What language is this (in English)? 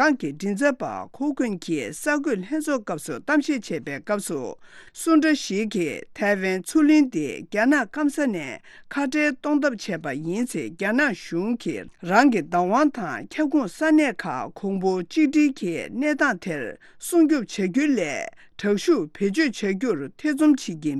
Tibetan